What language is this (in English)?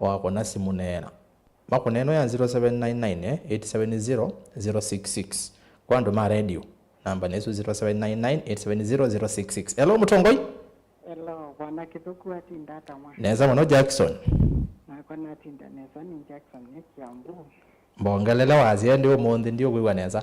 Kamba